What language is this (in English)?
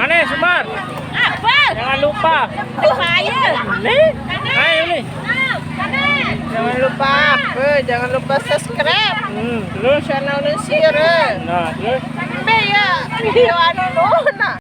Sasak